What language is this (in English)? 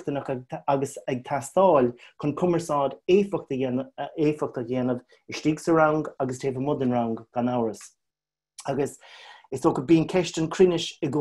Irish